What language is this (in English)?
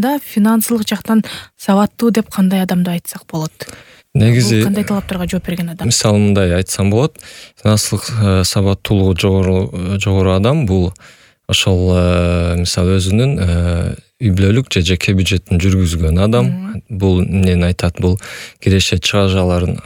Kyrgyz